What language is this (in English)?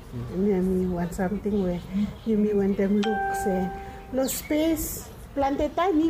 Bislama